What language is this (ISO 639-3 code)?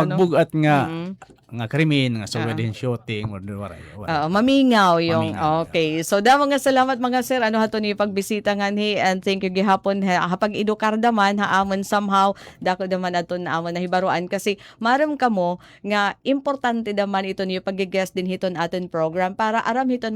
war